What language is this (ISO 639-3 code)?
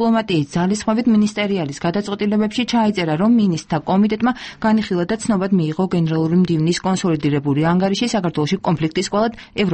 kat